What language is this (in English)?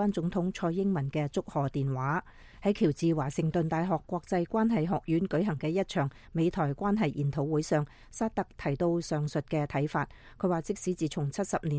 Cantonese